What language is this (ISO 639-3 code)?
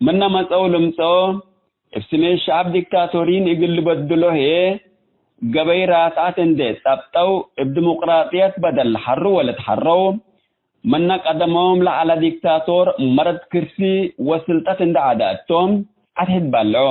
tig